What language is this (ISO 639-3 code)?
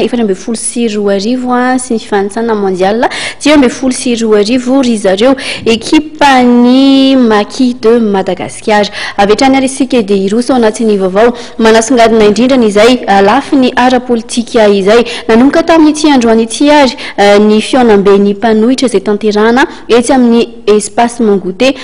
mlg